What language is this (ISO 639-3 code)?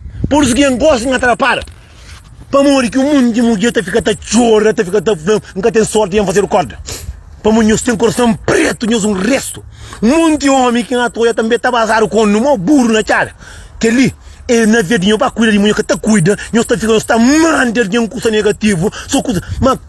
kea